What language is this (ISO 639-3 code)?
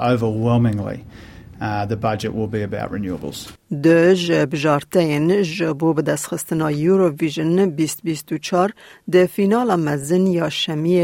kur